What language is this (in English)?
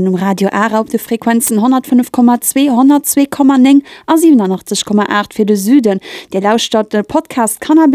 Luxembourgish